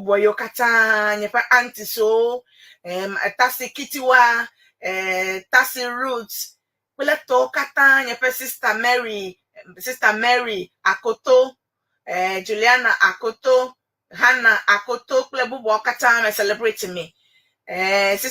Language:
Ewe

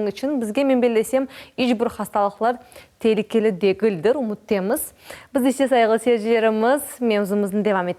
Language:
Crimean Tatar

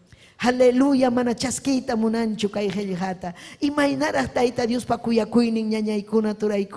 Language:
Ayacucho Quechua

